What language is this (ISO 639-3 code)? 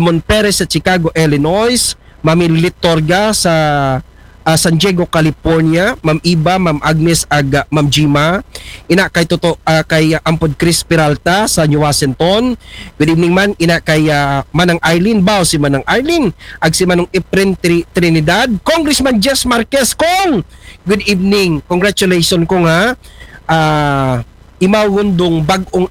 akl